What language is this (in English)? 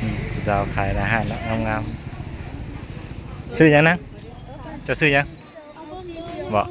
Northeastern Thai